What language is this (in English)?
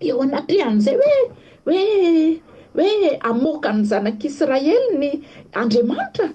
Malagasy